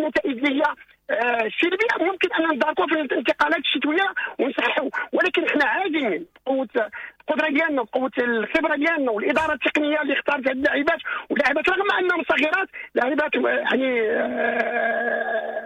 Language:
Moroccan Arabic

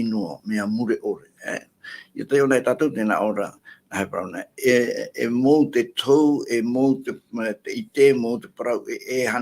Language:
Tahitian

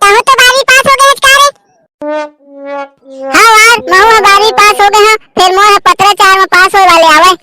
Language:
Chhattisgarhi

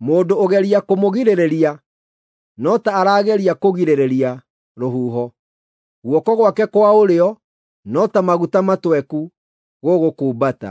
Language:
Kikuyu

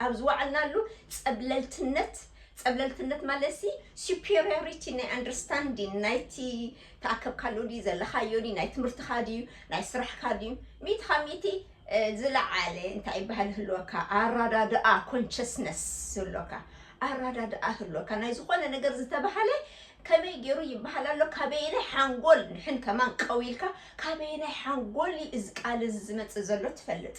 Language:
Tigrinya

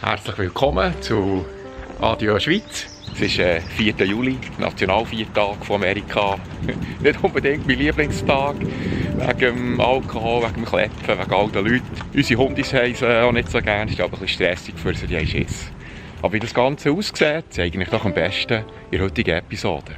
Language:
Swiss German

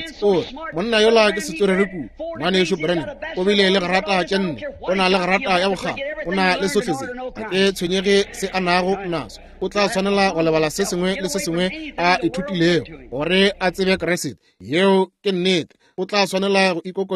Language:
Northern Sotho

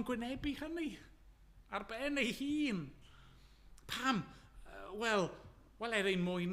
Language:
Welsh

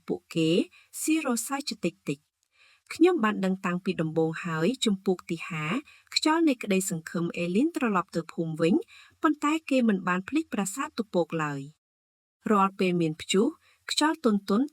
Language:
Khmer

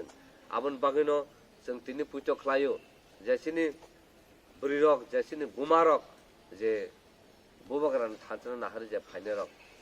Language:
Kok Borok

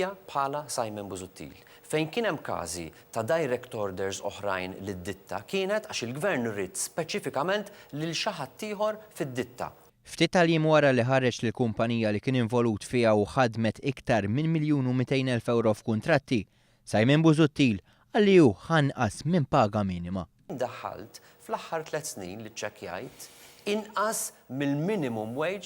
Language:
Maltese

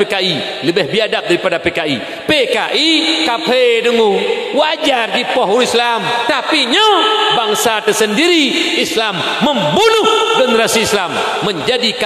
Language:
Achinese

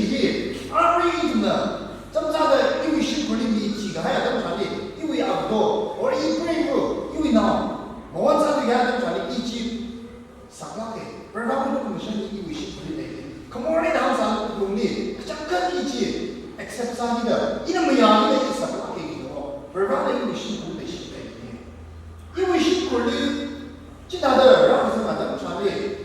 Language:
Tangkhul Naga (India)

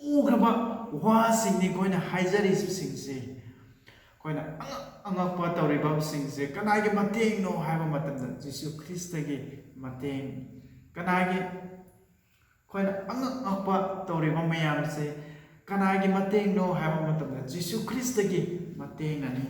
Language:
Manipuri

